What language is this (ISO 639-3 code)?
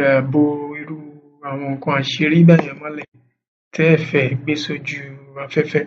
yor